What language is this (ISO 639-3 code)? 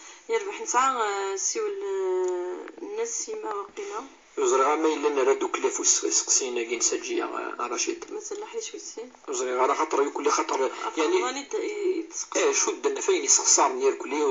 kab